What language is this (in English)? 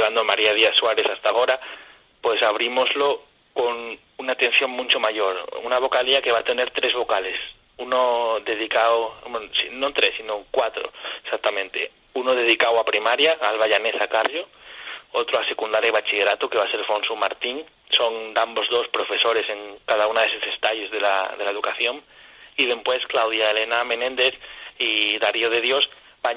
Asturian